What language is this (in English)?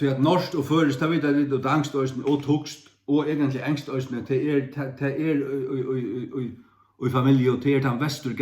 Faroese